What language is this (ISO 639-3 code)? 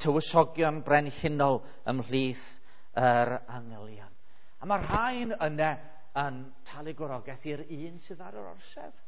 cym